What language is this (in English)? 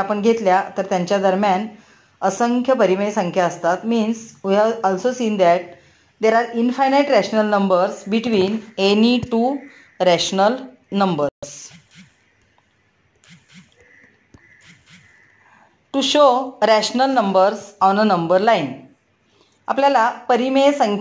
Marathi